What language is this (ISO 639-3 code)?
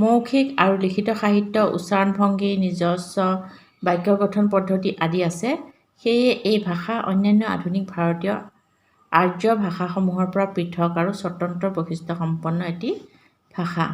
asm